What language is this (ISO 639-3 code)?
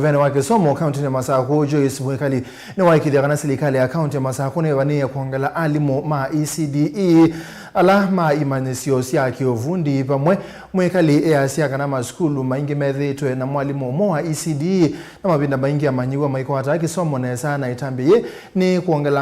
kam